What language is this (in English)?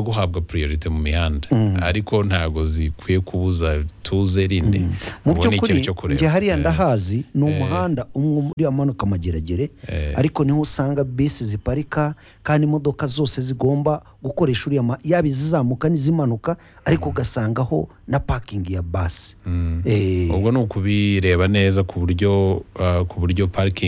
Kinyarwanda